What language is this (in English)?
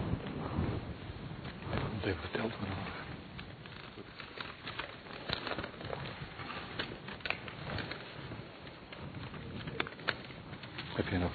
Dutch